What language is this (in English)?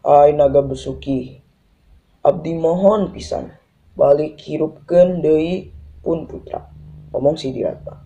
Sundanese